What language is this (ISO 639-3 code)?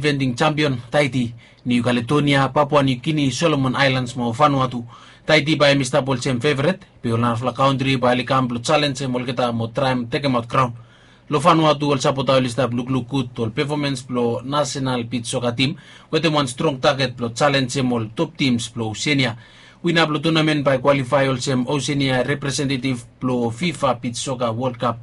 bis